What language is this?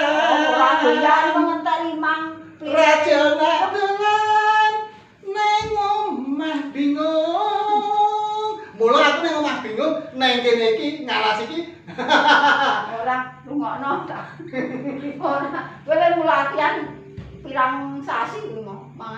Javanese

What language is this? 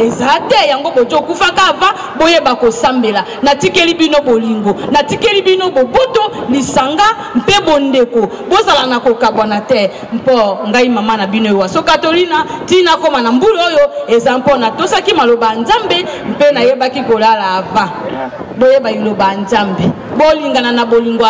Lingala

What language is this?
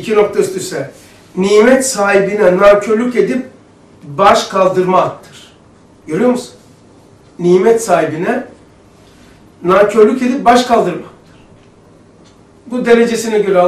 Turkish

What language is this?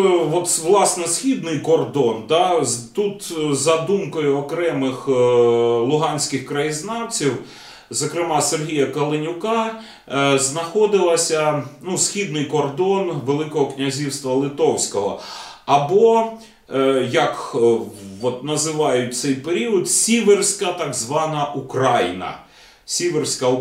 Ukrainian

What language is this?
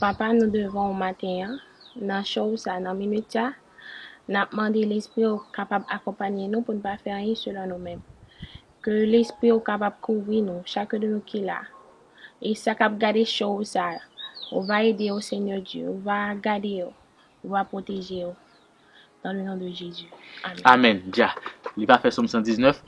Haitian Creole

